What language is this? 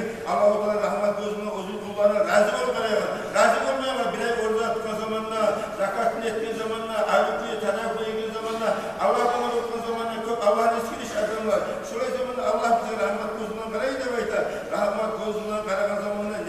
Kumyk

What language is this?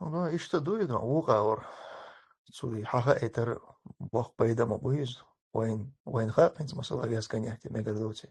Chechen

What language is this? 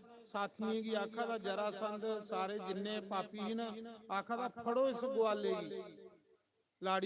Dogri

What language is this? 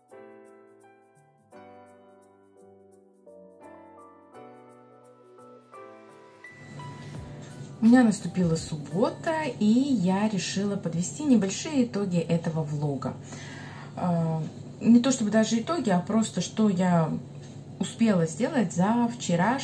Russian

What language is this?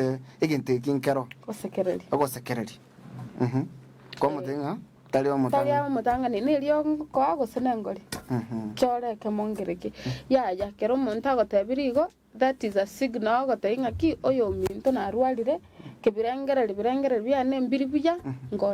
Gusii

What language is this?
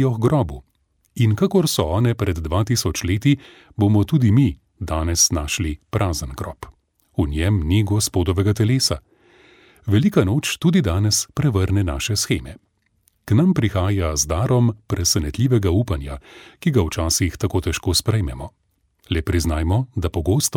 Slovenian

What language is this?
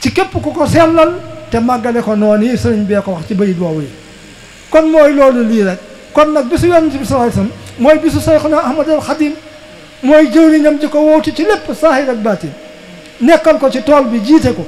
Wolof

